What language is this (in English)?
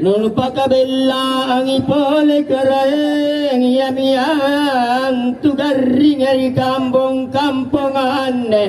Makasar